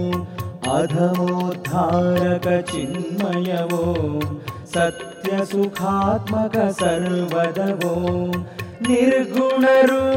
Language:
Kannada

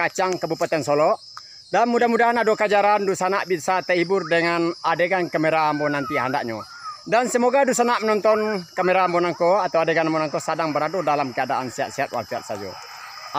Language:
Minangkabau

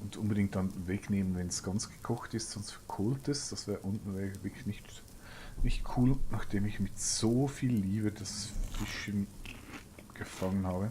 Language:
Swiss German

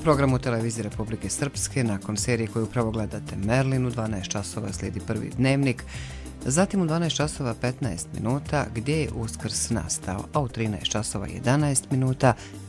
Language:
Serbian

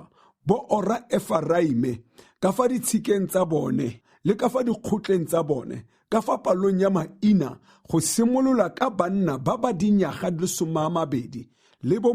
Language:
Tswana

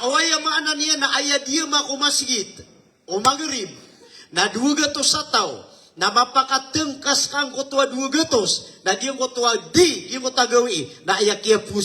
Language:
Maranao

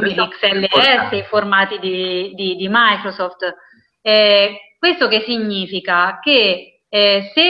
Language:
Italian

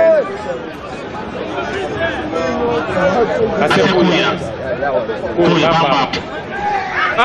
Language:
Swahili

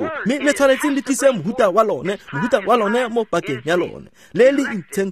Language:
Tswana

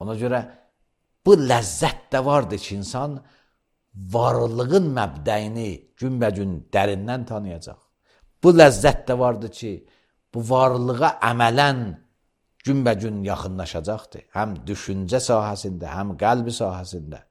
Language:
Azerbaijani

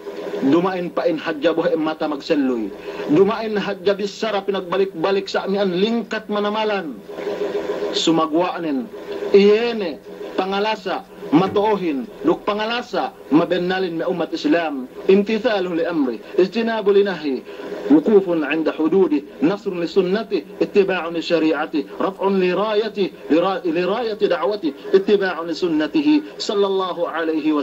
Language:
Yakan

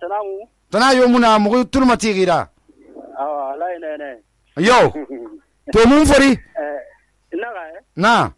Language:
Susu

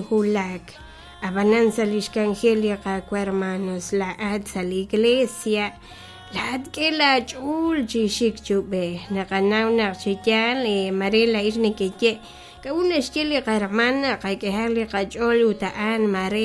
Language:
Kekchí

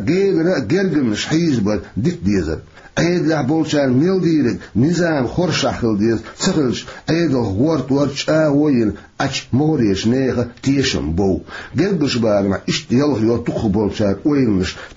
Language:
Chechen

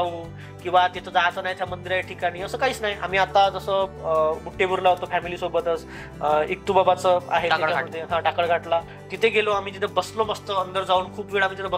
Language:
Marathi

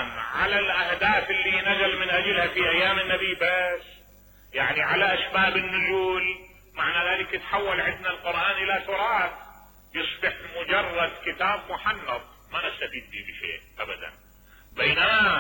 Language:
Mesopotamian Arabic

